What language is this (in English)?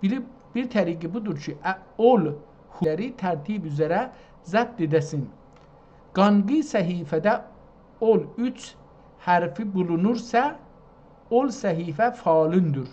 South Azerbaijani